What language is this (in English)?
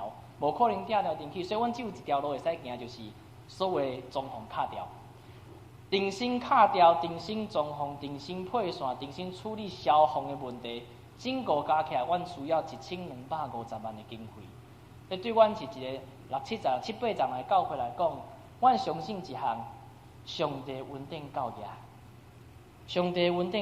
Min Nan Chinese